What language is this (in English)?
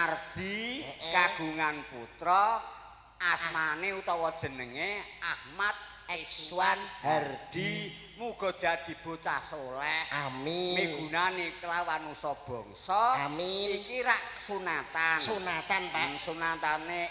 Javanese